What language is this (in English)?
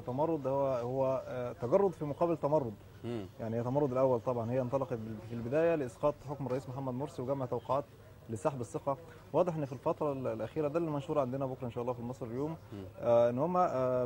Egyptian Arabic